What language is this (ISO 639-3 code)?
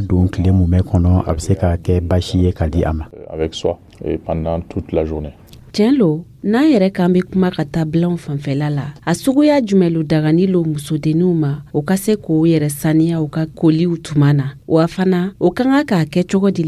dyu